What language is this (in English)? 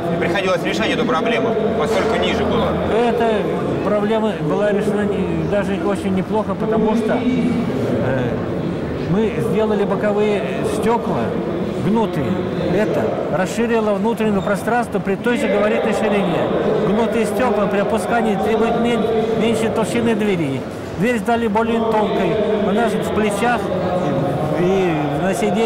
Russian